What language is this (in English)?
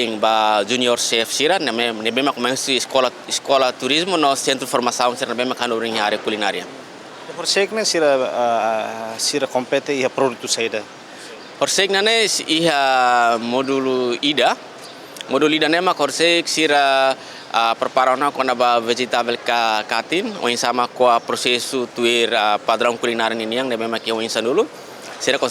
Tetum